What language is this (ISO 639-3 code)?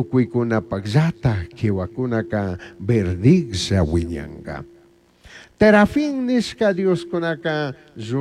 qug